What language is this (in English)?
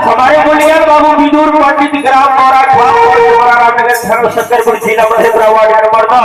Maithili